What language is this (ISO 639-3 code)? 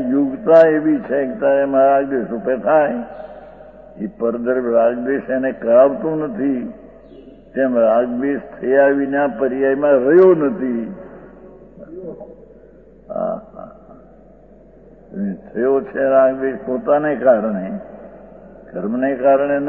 guj